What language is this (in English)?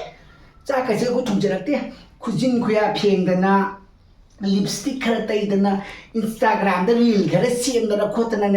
Manipuri